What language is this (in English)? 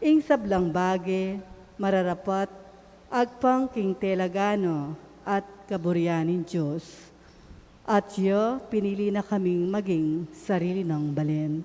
Pampanga